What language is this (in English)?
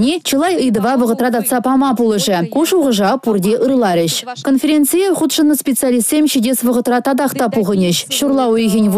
Chuvash